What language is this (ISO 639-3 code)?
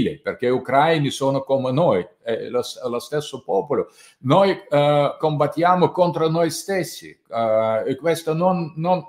ita